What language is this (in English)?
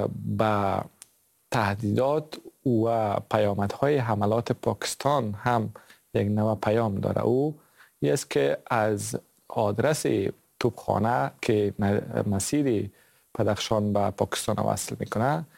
Persian